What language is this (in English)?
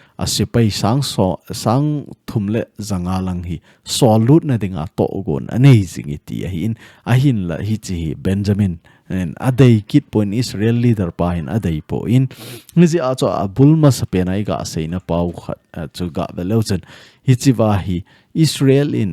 Thado Chin